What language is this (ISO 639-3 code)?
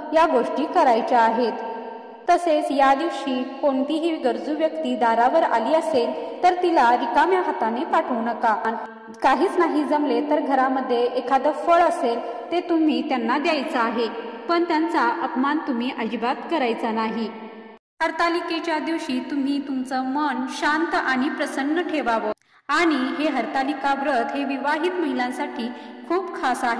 mar